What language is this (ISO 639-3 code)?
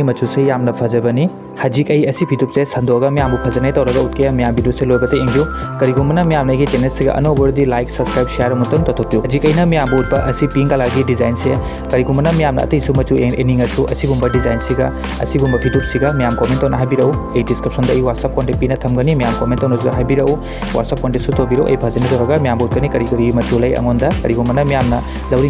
mni